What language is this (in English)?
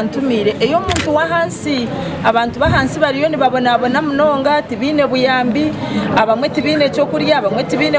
Nyankole